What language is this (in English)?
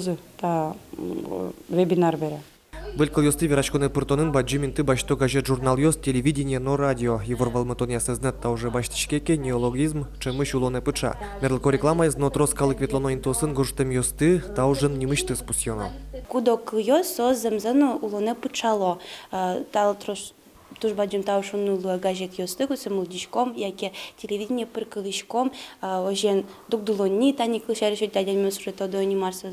Udmurt